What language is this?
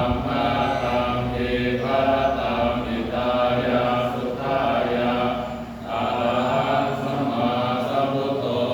Pali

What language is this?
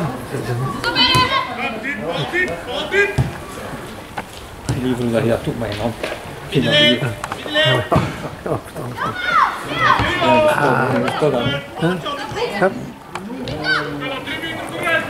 Dutch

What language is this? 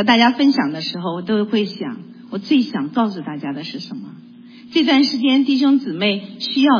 Chinese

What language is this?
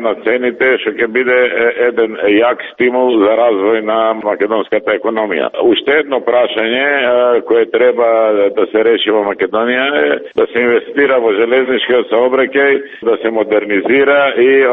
Macedonian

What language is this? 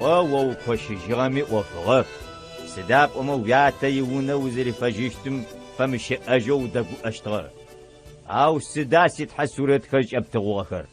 Adyghe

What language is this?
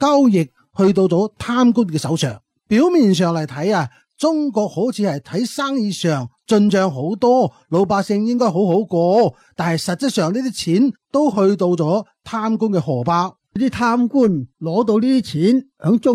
Cantonese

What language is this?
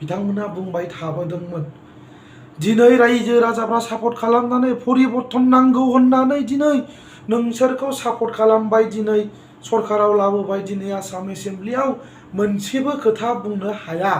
Bodo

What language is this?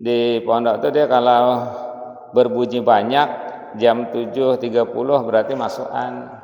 Banjar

